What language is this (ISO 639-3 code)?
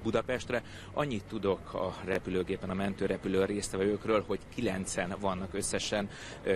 hun